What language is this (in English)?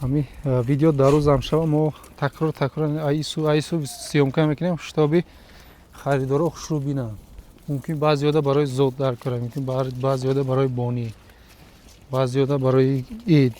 Tajik